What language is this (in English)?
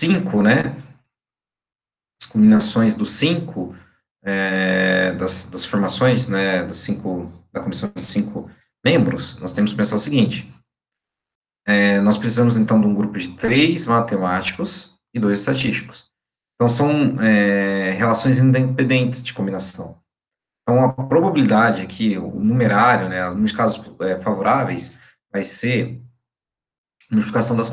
Portuguese